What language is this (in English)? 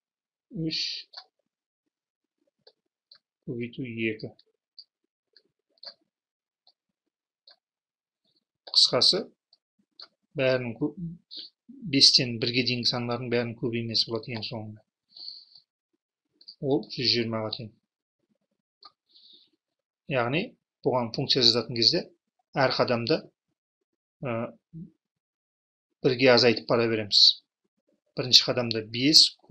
Kazakh